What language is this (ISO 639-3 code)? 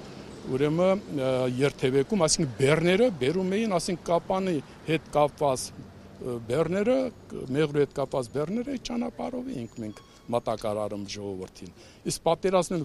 hye